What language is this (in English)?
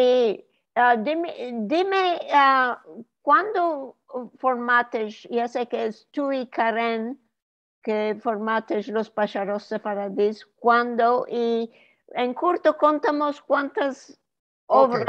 Ladino